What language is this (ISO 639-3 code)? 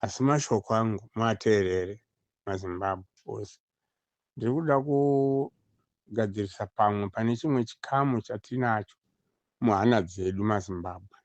sna